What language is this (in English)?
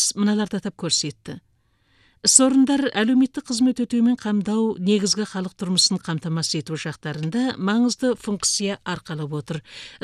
Kazakh